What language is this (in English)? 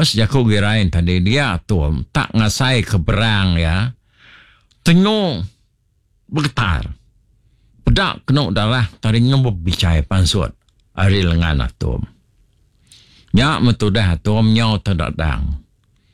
Iban